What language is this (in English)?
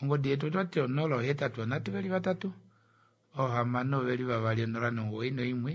Kuanyama